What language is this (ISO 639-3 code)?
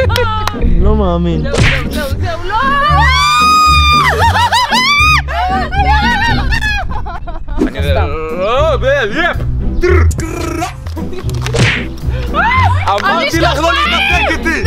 heb